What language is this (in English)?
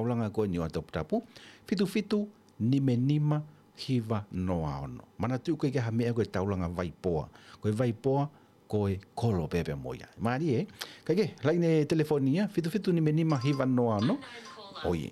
Tongan